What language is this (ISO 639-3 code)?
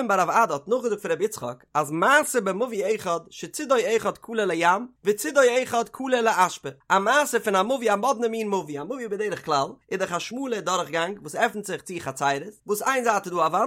yid